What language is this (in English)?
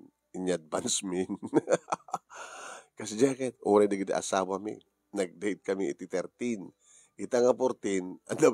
Iloko